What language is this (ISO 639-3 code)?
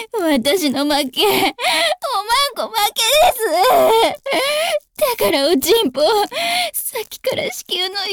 jpn